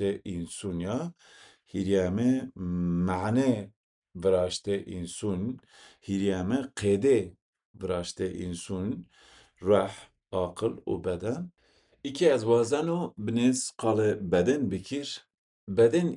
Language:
Zaza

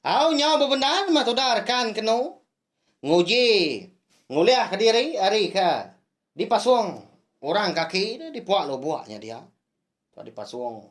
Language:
Iban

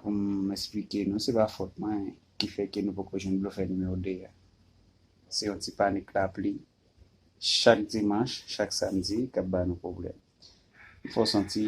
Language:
Haitian Creole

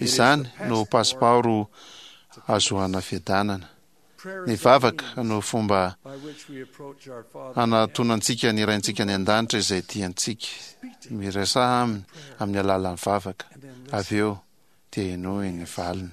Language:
Malagasy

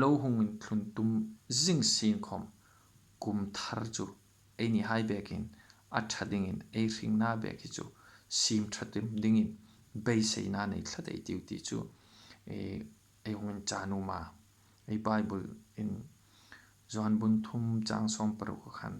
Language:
Hmar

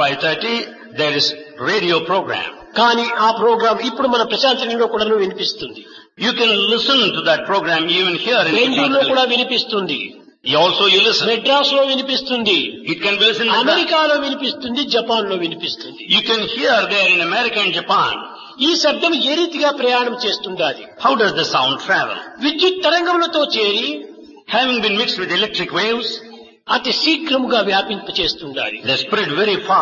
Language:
Telugu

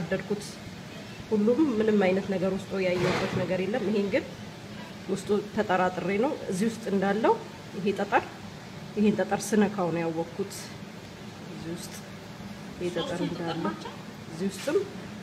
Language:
Amharic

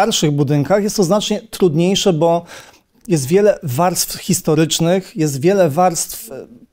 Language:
Polish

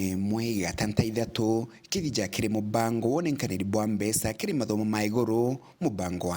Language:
Meru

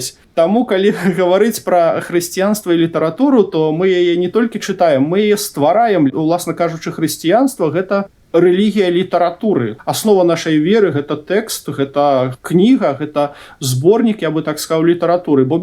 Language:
Belarusian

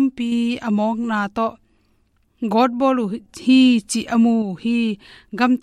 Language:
Tedim Chin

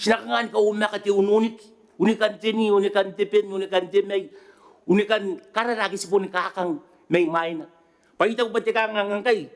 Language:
Gilbertese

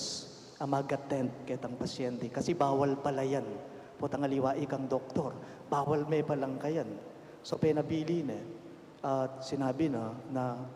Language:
Pampanga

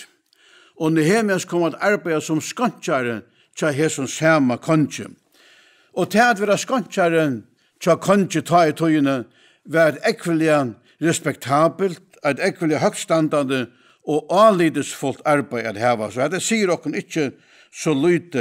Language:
Faroese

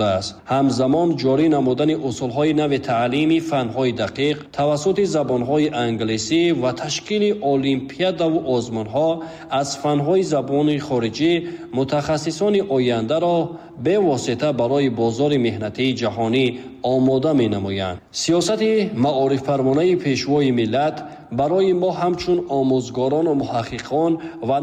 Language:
Tajik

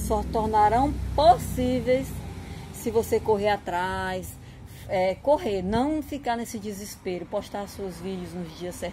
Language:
Portuguese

